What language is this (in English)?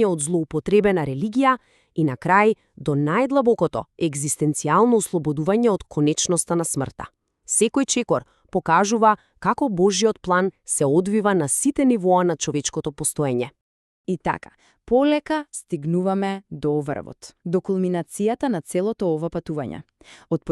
Macedonian